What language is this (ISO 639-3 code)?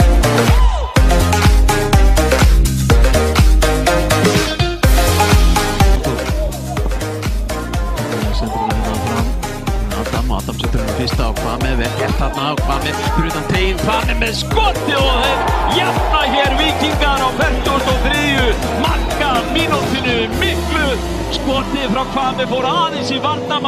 isl